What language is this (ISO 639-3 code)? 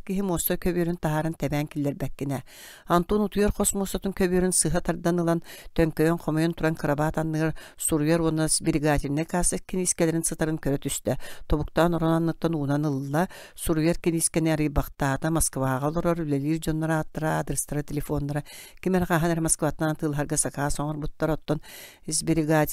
sah